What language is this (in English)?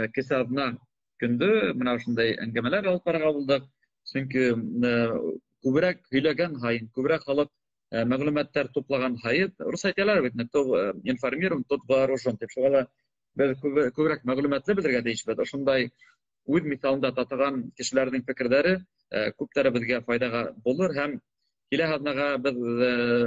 Bashkir